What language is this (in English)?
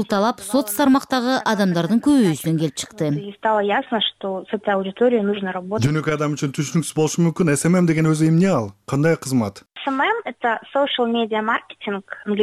Kyrgyz